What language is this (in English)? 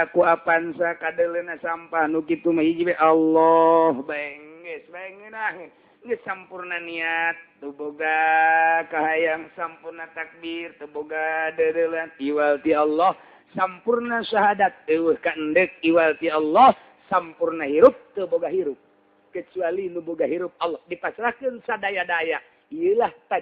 Sundanese